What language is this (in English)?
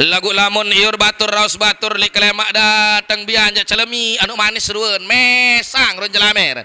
Sasak